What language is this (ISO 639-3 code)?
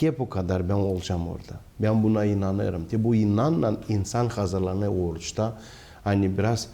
gag